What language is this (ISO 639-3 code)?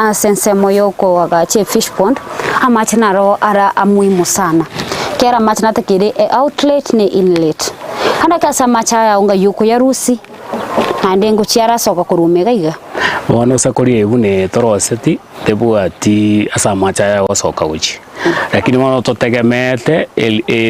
guz